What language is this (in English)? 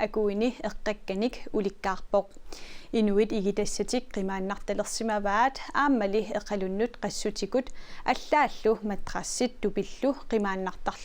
Kalaallisut